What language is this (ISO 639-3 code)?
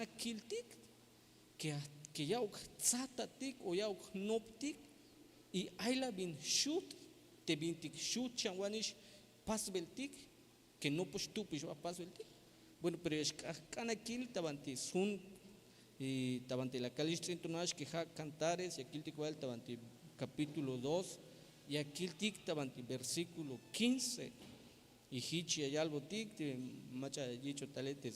tzh